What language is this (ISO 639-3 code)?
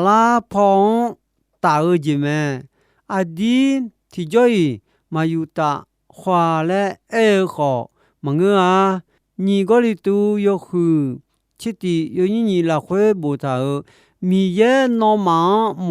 ahk